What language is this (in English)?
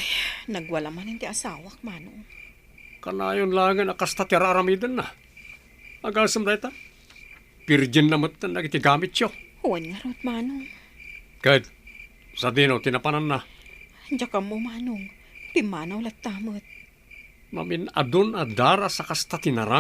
Iloko